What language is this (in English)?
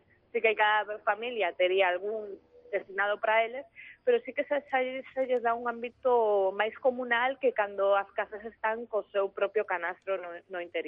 Galician